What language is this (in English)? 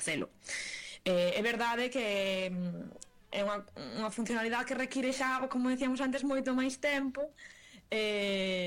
Galician